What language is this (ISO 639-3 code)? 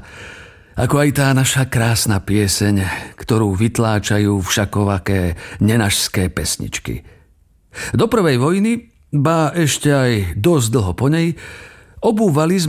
slk